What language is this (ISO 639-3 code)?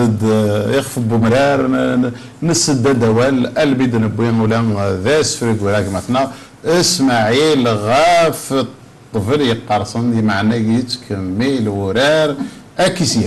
kab